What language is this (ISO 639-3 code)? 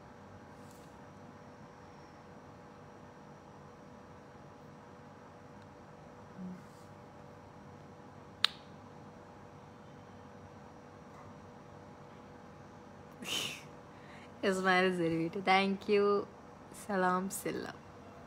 mal